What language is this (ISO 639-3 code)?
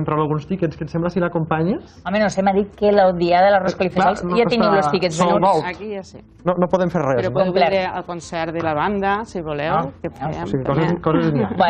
cat